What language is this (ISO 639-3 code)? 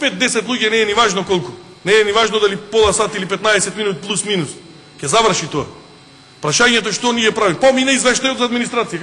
mkd